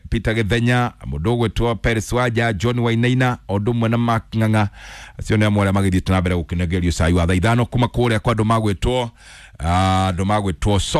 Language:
Kikuyu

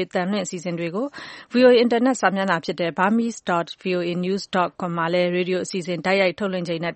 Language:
Burmese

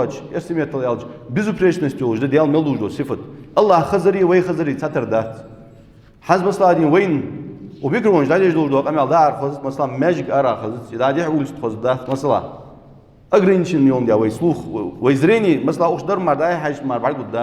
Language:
Ingush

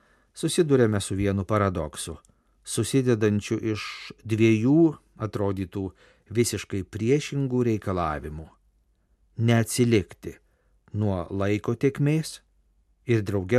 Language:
Lithuanian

